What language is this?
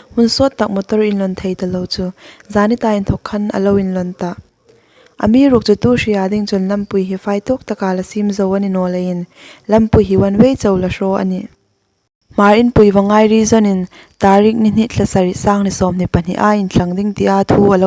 Hmar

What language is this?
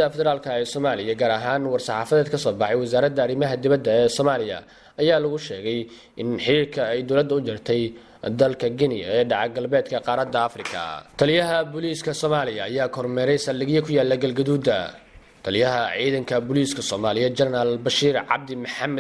Somali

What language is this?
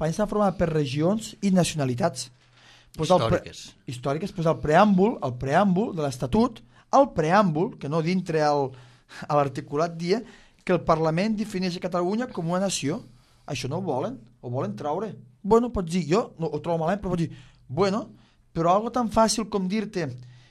Catalan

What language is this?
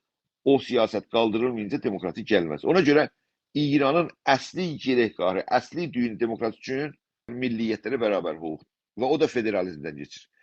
South Azerbaijani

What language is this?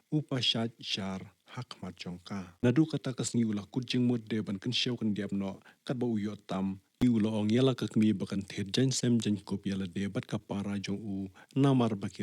Khasi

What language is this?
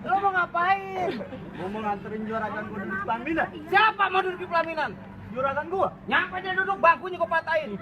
Betawi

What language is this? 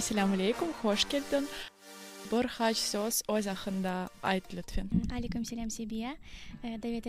Crimean Tatar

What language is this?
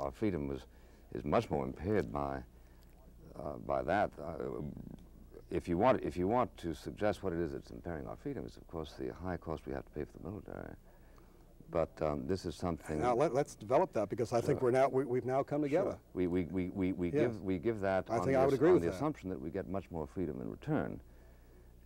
English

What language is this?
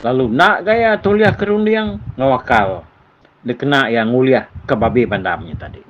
Iban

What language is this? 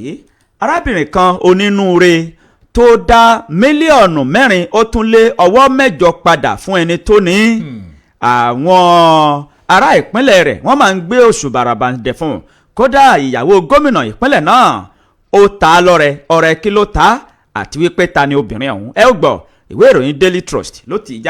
Yoruba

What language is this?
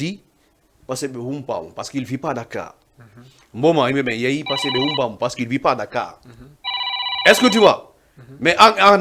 Fula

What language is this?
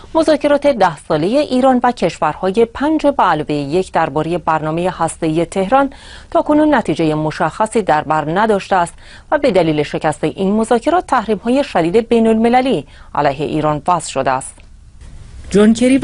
Persian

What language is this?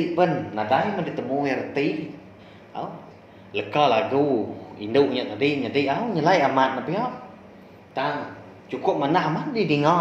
Iban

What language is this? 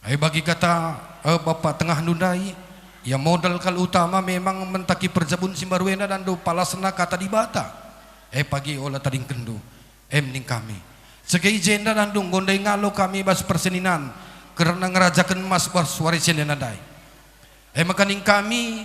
Batak Karo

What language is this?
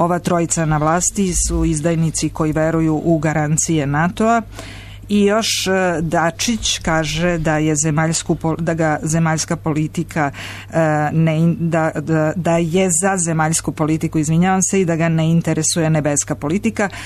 Serbian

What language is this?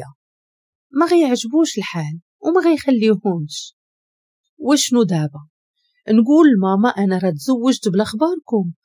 Moroccan Arabic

